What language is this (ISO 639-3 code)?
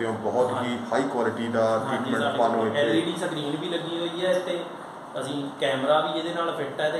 pan